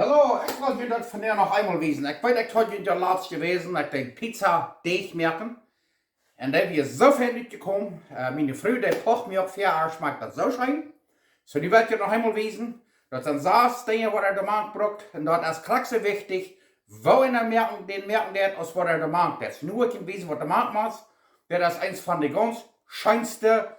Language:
Plautdietsch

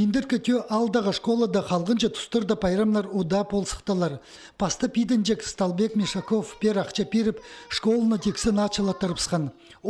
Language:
Khakas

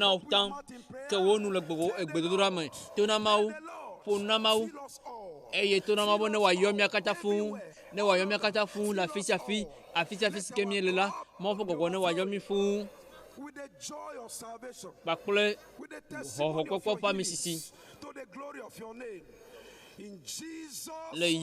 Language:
Ewe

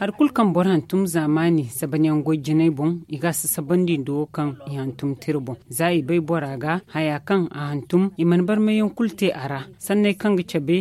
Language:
Zarma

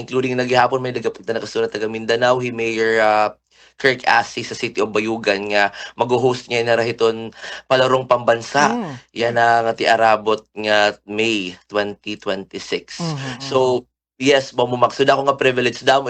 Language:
Waray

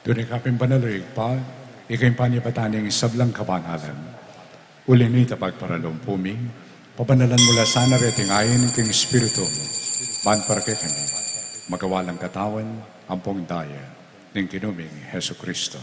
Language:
Pampanga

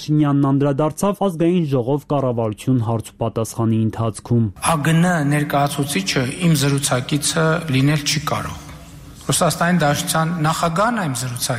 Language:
Armenian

